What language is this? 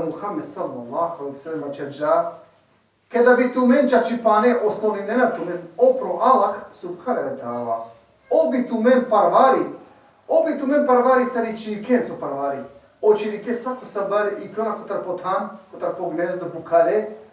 Balkan Romani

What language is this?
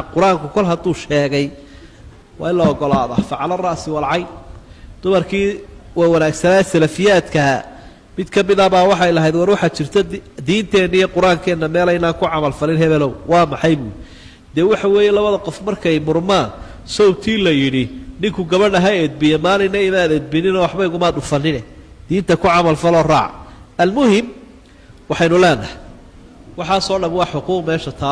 Somali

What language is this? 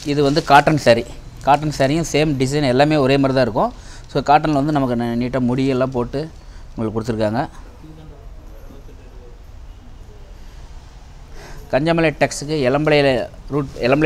Tamil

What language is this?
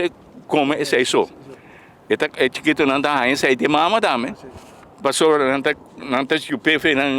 Papiamento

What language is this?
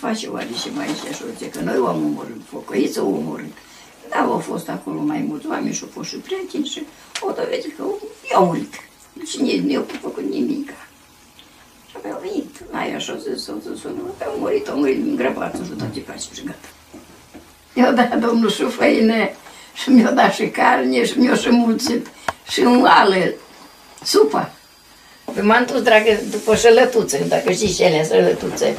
Romanian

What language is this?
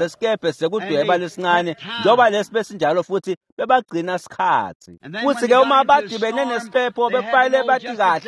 Swati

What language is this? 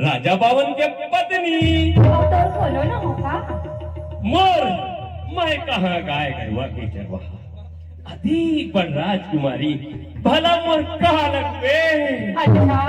Chhattisgarhi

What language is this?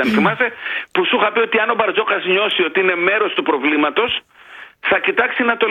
Greek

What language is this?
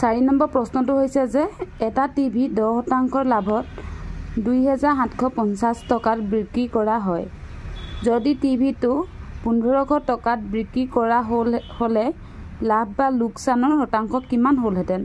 Assamese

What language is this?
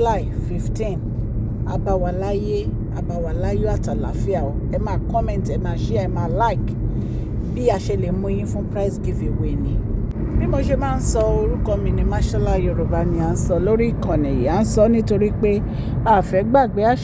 Yoruba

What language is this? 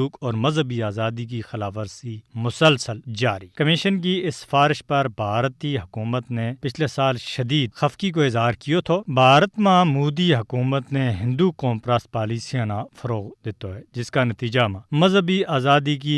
Gujari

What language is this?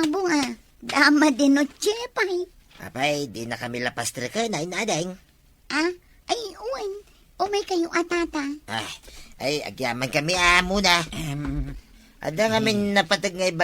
Iloko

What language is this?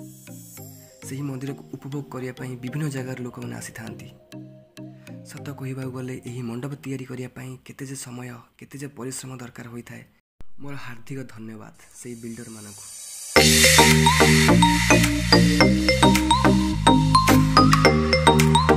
Odia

